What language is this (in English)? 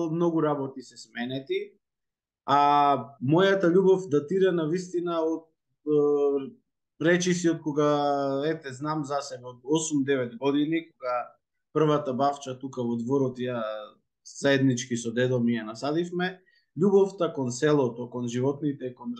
Macedonian